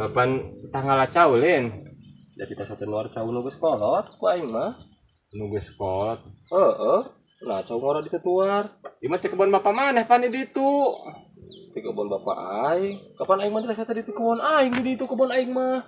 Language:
Sundanese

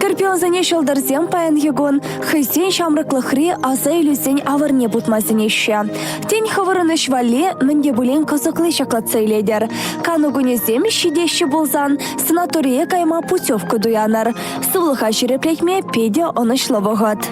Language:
Chuvash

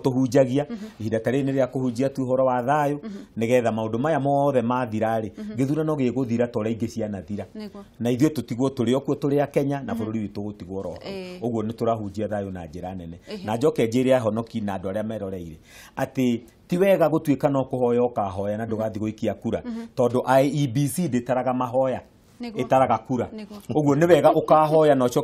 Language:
Kikuyu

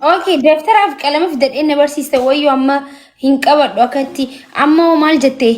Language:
Oromo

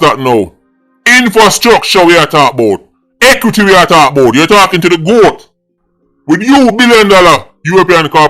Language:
Jamaican Creole English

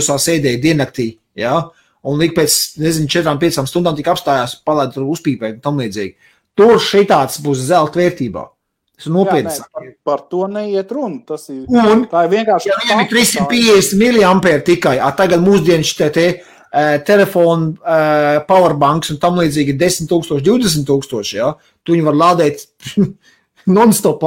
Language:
Latvian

